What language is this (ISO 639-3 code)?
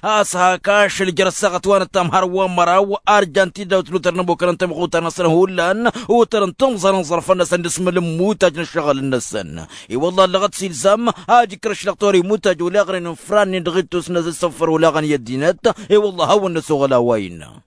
taq